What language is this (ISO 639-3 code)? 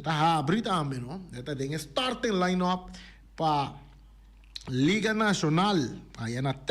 pap